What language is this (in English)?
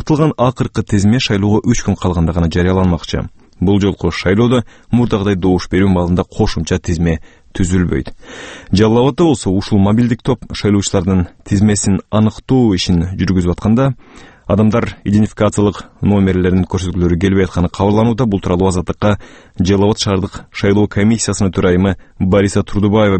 Kyrgyz